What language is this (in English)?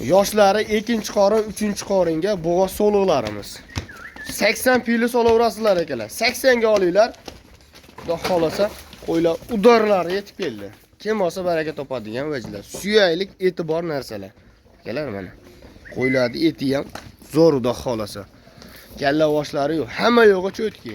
Uzbek